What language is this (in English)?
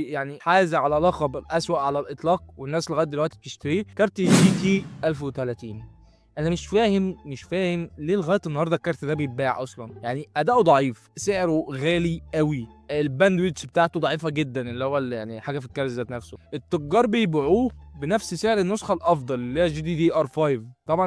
Egyptian Arabic